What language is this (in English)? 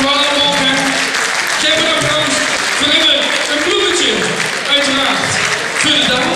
Limburgish